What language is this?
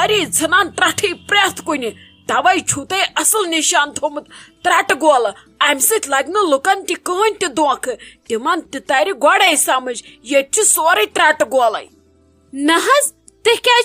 Kashmiri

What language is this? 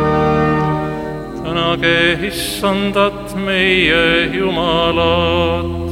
Estonian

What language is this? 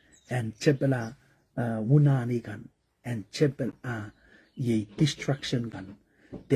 Pohnpeian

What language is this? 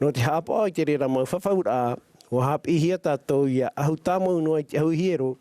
Tahitian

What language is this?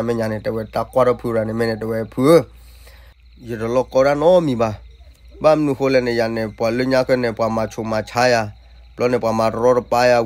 S'gaw Karen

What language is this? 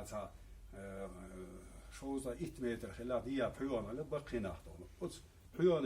Chechen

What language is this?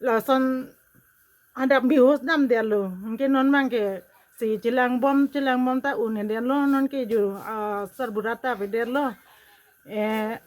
Karbi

